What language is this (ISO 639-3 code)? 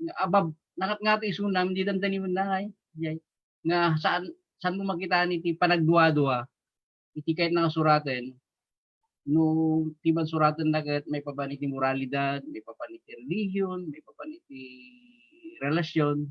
ilo